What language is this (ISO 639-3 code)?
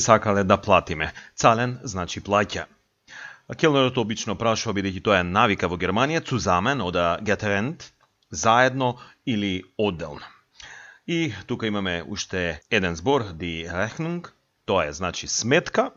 mkd